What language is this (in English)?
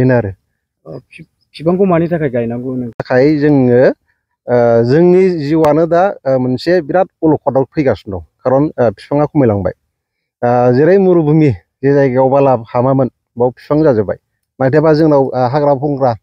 Bodo